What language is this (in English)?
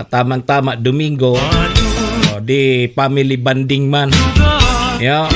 Bikol